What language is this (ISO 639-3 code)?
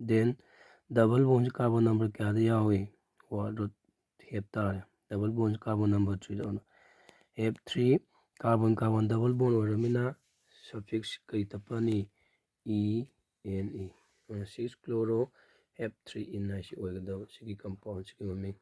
mni